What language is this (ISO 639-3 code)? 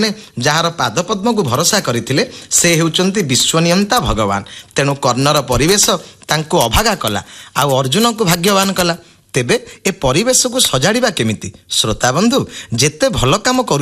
ori